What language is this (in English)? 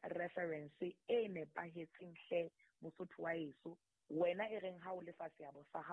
Southern Sotho